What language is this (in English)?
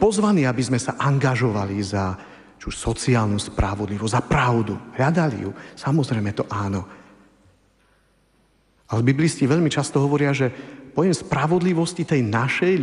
Slovak